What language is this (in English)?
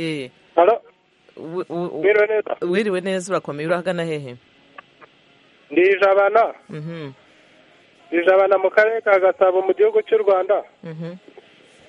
Kinyarwanda